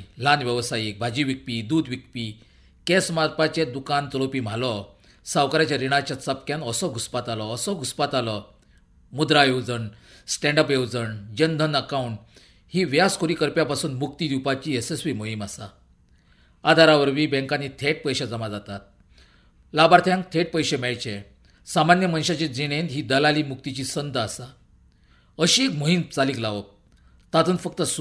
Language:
Konkani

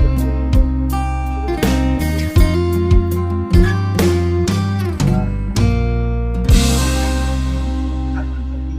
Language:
Lao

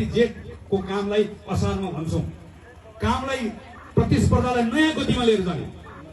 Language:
Nepali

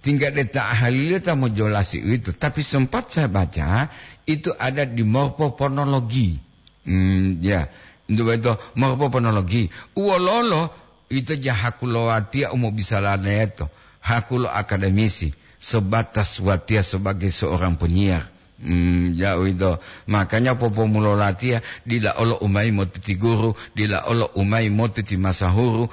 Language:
Gorontalo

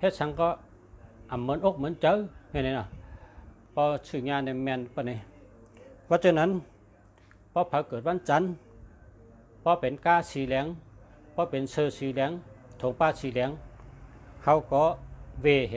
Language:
Shan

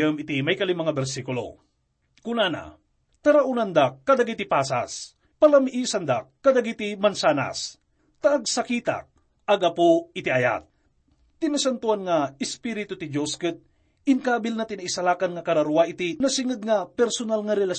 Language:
Iloko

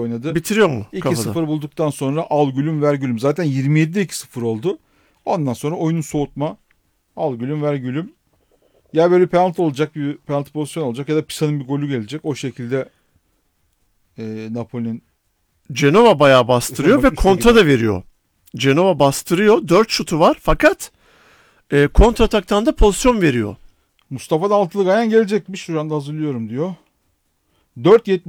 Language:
Turkish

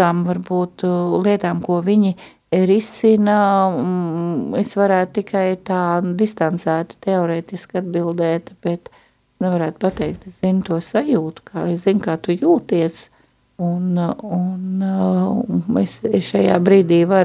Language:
Latvian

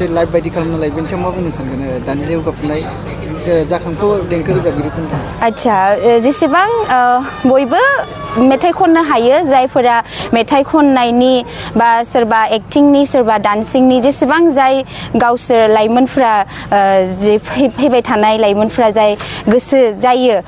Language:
Bodo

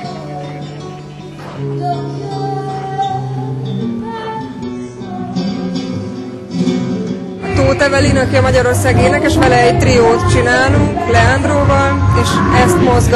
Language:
Hungarian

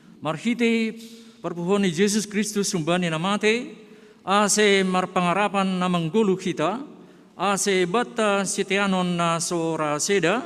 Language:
Batak Simalungun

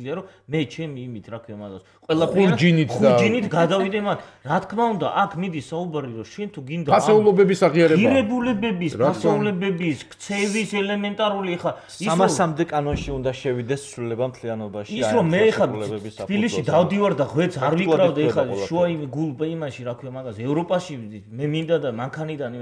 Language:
Georgian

